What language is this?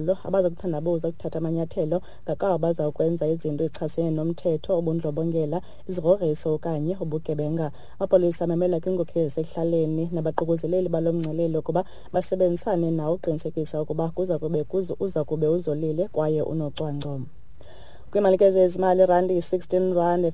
Xhosa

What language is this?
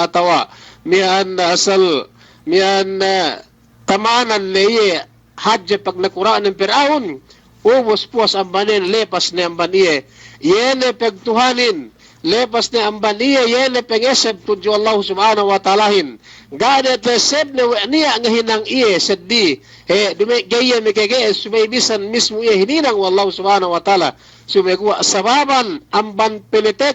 Yakan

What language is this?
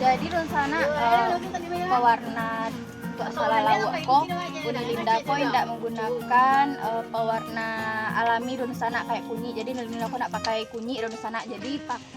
Minangkabau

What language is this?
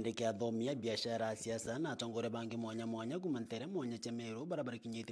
Meru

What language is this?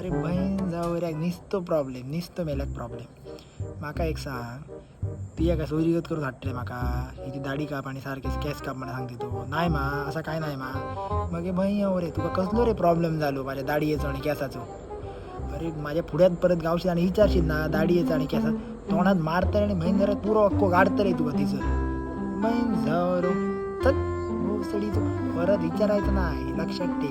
Konkani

